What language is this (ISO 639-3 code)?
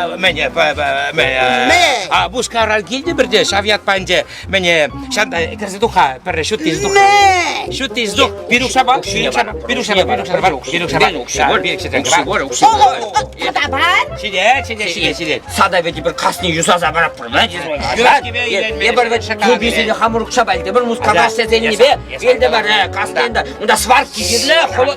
chv